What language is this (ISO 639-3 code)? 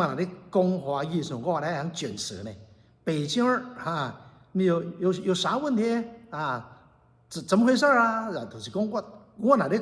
nan